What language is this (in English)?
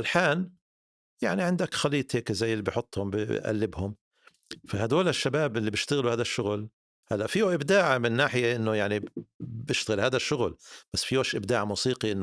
North Levantine Arabic